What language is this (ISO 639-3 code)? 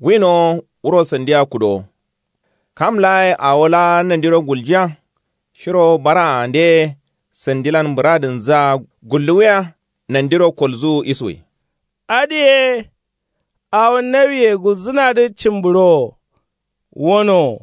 kau